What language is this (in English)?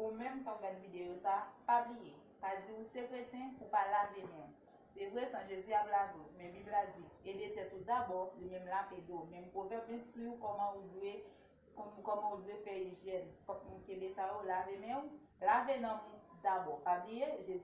Haitian Creole